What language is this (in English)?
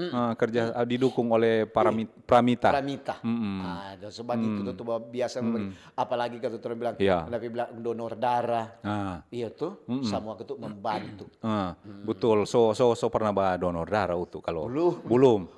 Manado Malay